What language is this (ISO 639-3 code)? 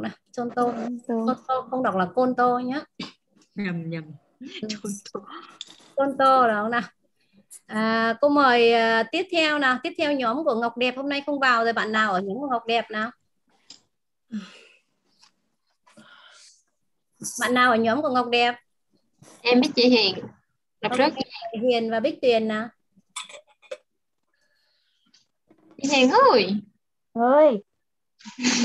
vie